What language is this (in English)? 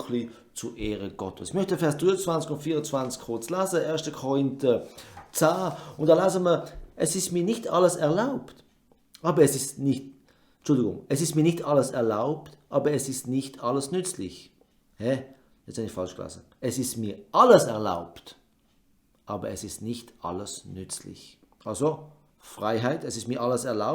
Swiss German